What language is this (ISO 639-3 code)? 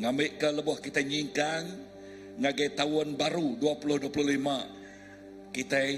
iba